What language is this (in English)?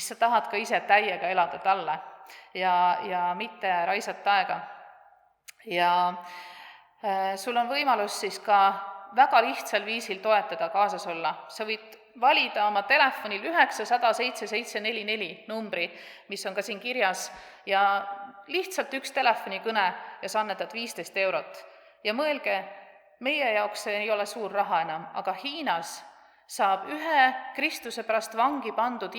Estonian